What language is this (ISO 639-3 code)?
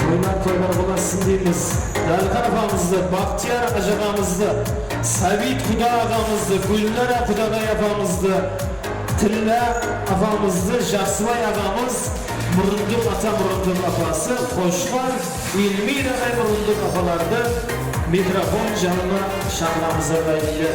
kaa